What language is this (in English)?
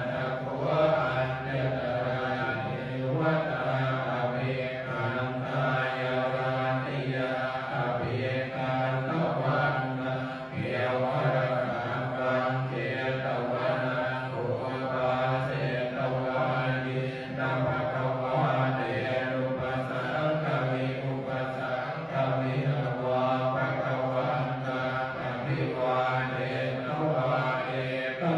Pali